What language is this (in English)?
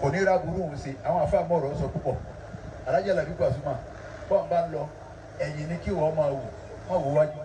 Yoruba